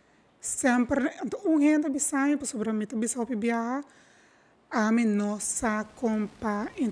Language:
Papiamento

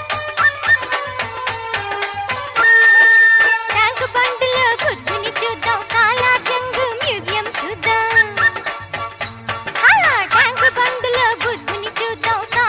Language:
Telugu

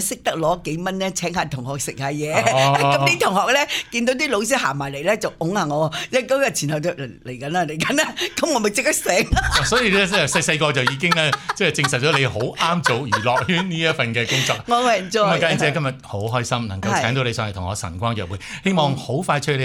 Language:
Cantonese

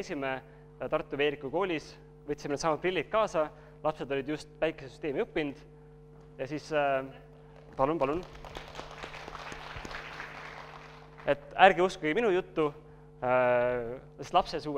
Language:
Estonian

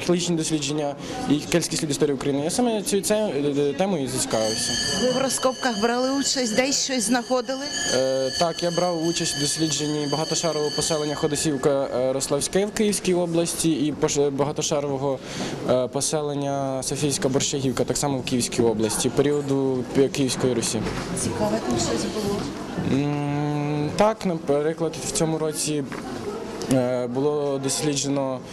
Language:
Ukrainian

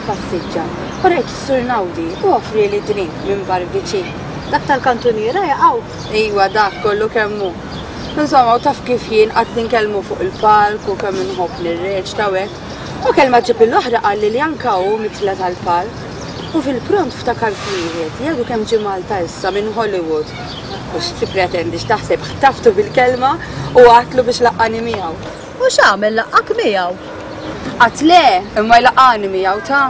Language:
Maltese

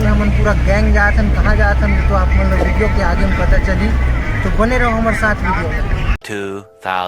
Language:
Chhattisgarhi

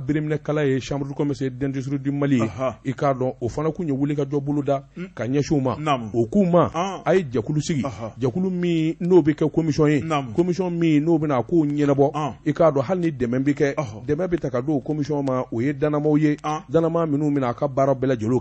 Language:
Bambara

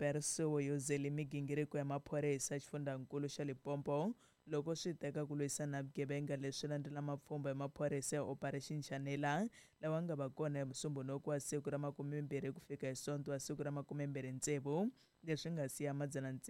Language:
Tsonga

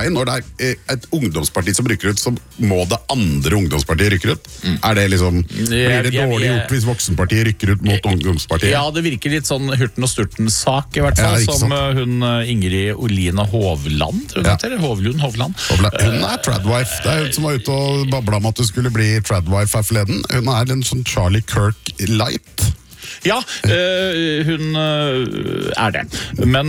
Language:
Norwegian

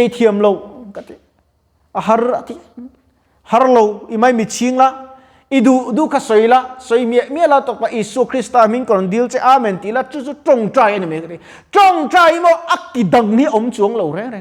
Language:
Mizo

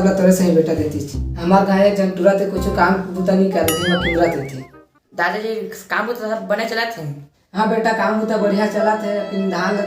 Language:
Chhattisgarhi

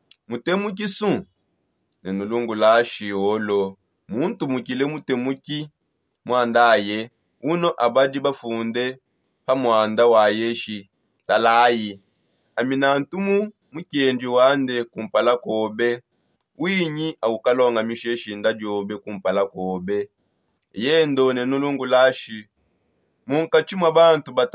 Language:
Songe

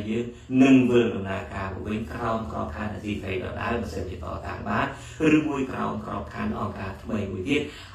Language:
Khmer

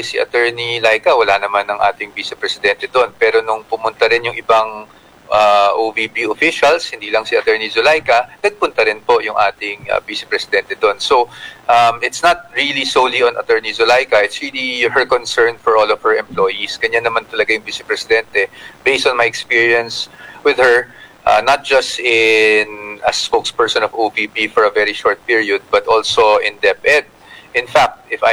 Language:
Filipino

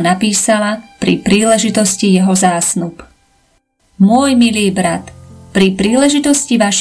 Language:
Slovak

